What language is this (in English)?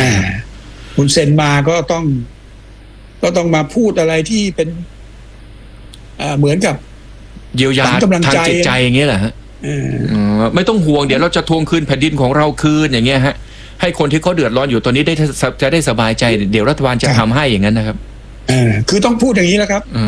Thai